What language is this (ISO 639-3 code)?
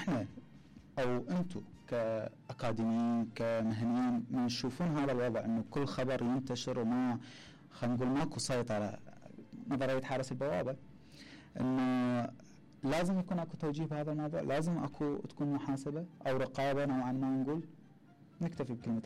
acm